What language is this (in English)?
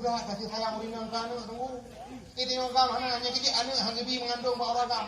Achinese